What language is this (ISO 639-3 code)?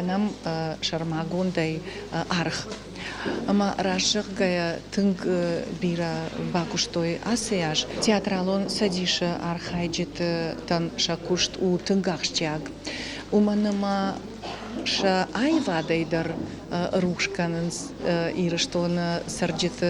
oss